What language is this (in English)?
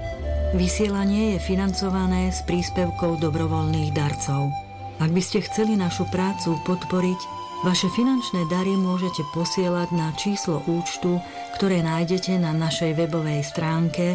Slovak